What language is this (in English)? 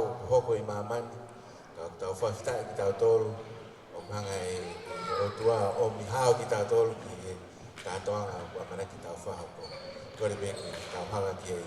Tongan